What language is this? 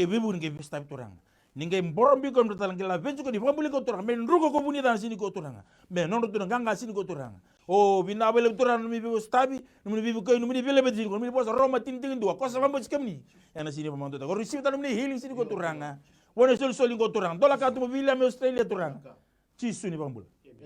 Fijian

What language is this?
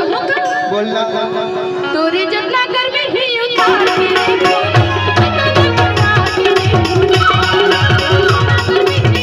Chhattisgarhi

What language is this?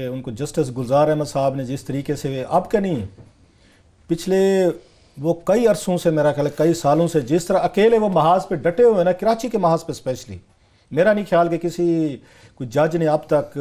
Urdu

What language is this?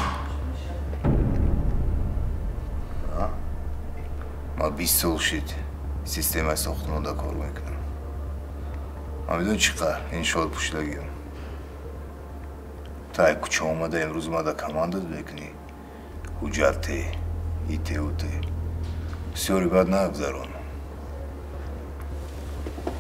Persian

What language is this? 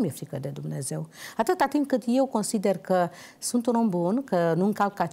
Romanian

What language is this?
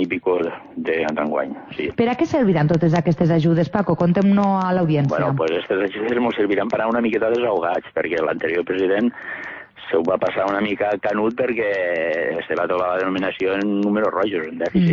Catalan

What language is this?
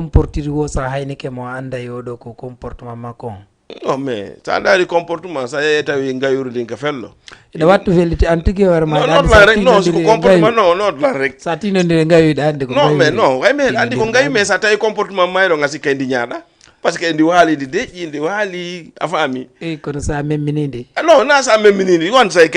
Fula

